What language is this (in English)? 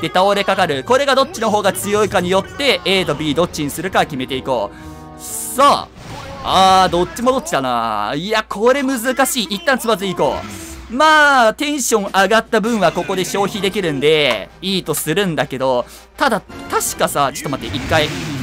Japanese